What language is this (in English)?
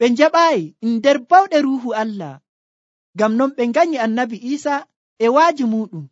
Nigerian Fulfulde